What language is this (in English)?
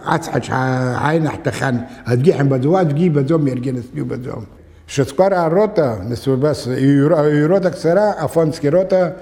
Abkhazian